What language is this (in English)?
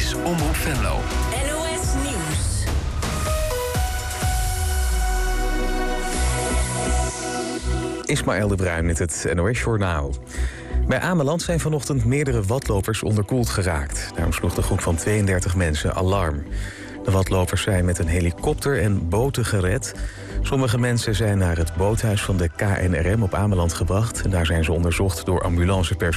Dutch